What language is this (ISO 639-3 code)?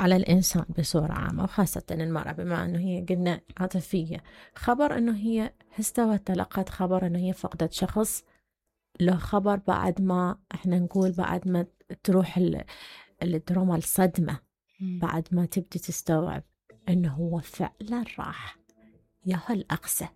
acm